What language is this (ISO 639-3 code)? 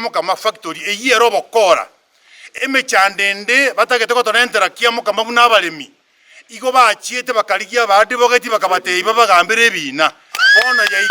guz